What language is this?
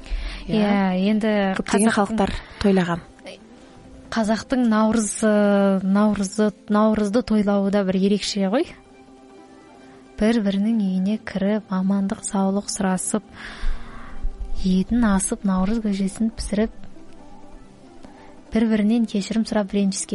Kazakh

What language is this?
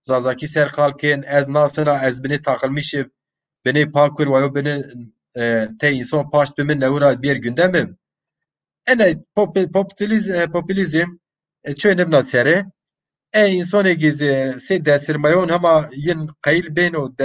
Zaza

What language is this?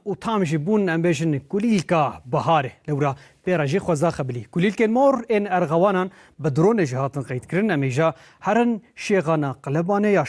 Kurdish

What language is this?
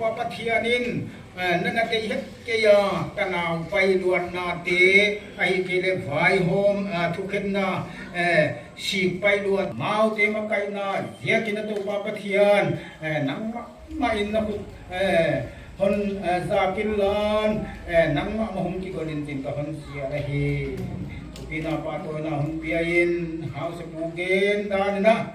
Paite Chin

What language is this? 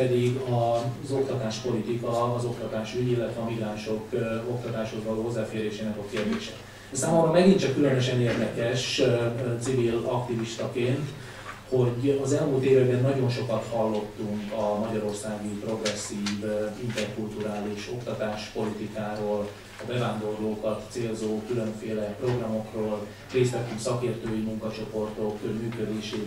Hungarian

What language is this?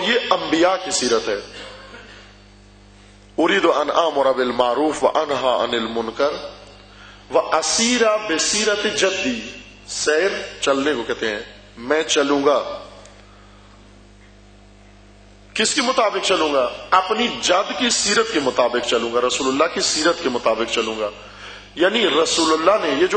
Urdu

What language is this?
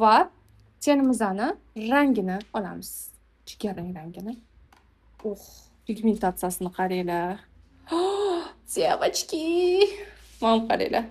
Uzbek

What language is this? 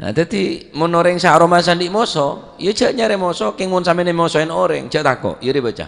Madurese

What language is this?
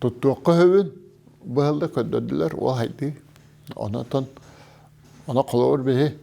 Yakut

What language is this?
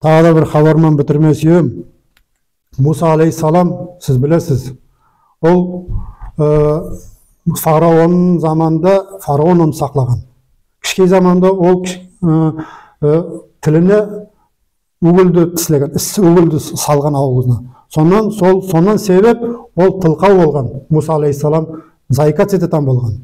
Nogai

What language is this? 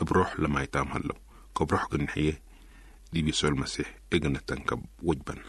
Tigre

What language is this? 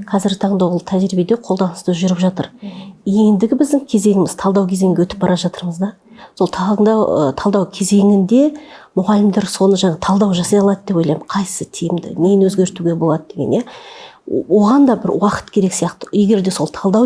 Kazakh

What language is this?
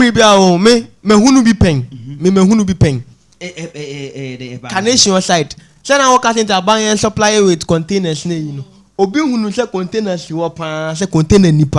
Akan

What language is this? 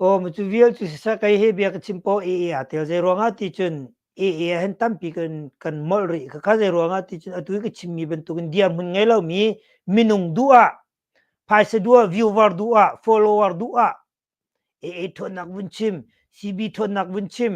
Hakha Chin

